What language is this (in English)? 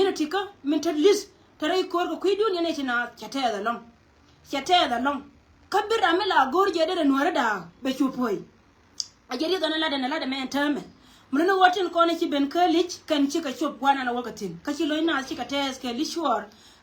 Nuer